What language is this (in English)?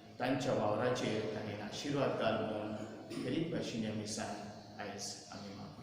Konkani